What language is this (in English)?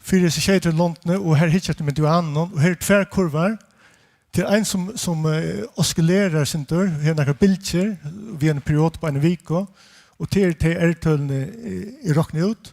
Faroese